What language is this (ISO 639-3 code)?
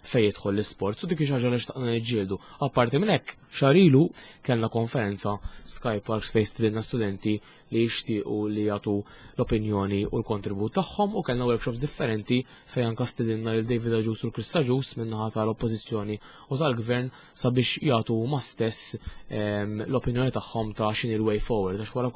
mlt